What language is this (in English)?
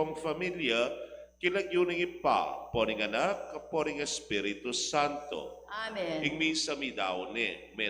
Pampanga